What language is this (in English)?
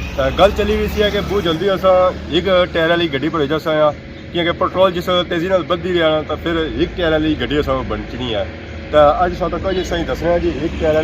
Pahari-Potwari